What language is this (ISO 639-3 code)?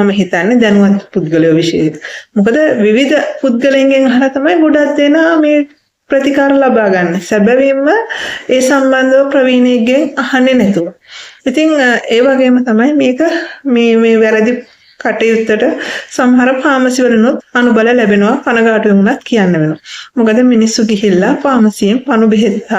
sin